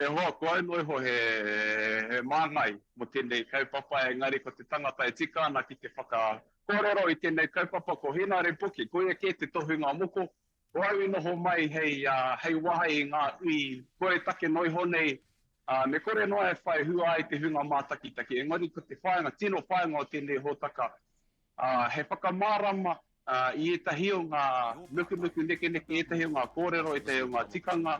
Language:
Māori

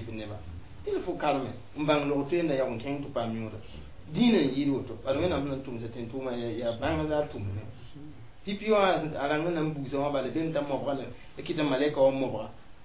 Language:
Mossi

